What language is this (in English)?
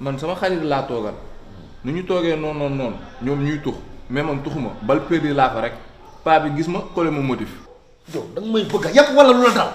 Wolof